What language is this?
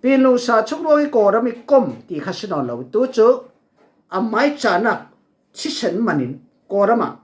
Falam Chin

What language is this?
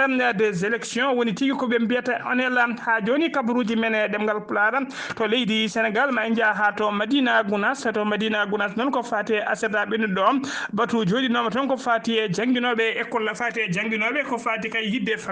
Fula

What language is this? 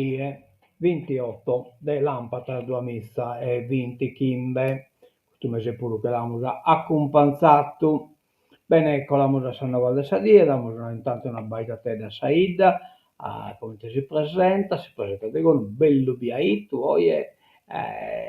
Sardinian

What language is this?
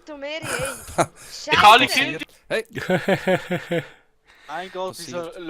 Swiss German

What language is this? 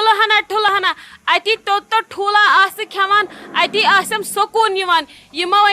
Kashmiri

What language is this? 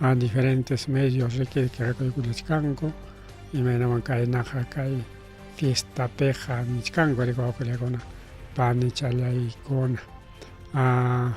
Ayacucho Quechua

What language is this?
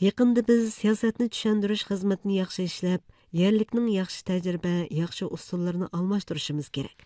Uyghur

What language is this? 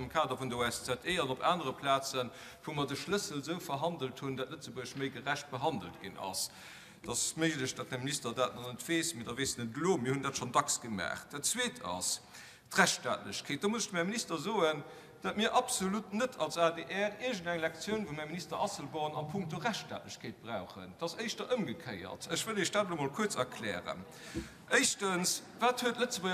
Luxembourgish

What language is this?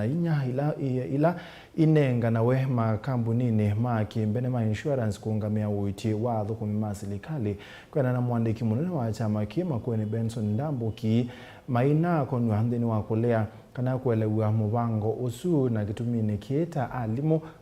Kamba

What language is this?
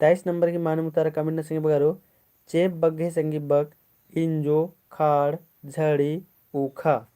Kurukh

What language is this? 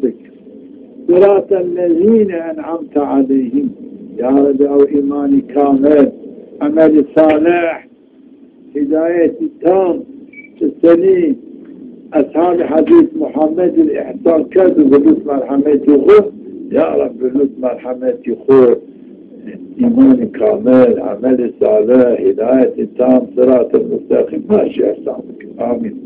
Zaza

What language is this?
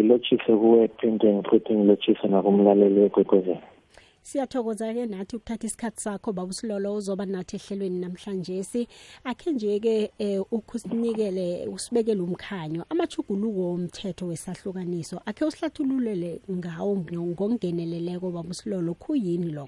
South Ndebele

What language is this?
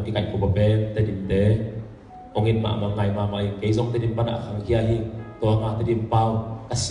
Tedim Chin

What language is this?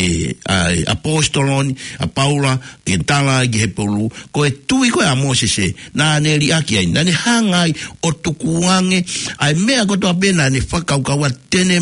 Tongan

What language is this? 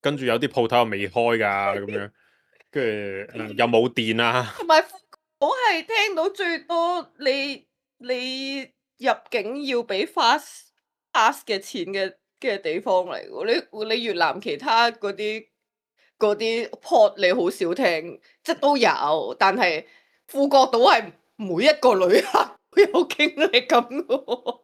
Cantonese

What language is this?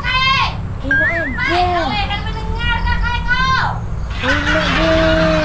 Banjar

